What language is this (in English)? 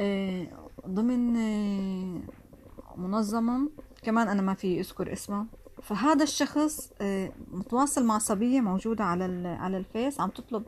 North Levantine Arabic